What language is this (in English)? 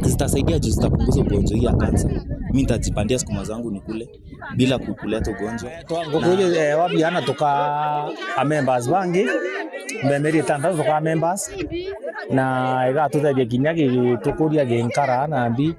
Meru